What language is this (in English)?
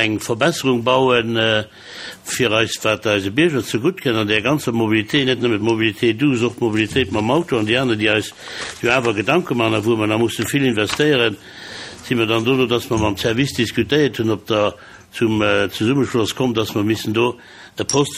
Luxembourgish